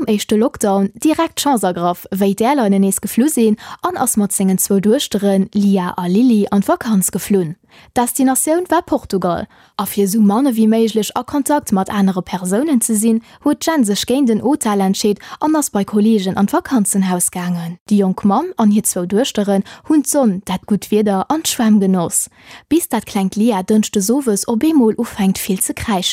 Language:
Luxembourgish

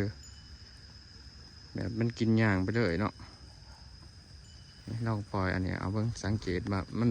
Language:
Lao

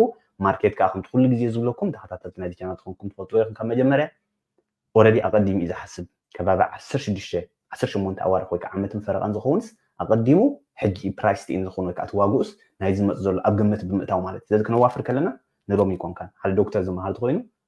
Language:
Tigrinya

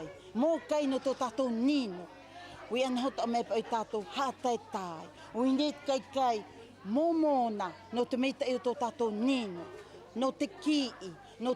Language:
Tahitian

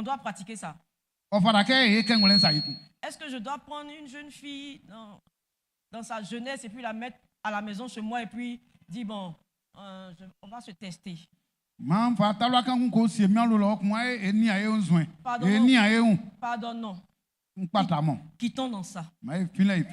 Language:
Baoulé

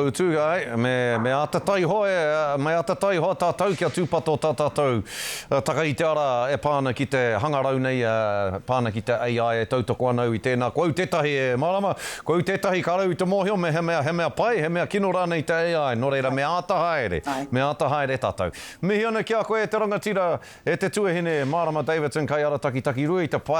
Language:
Māori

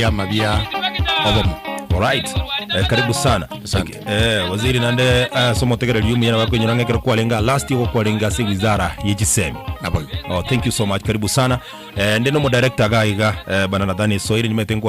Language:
Gusii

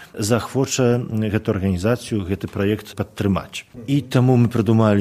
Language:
Belarusian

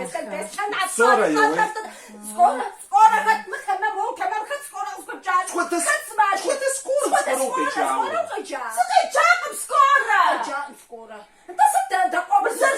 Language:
Kabardian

